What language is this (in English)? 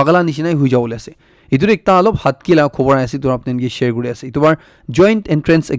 Naga Pidgin